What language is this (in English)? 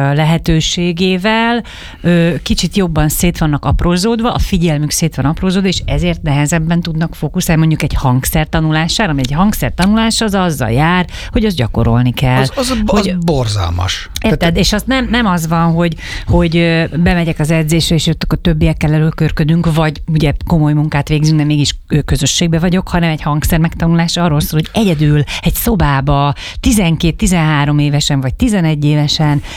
Hungarian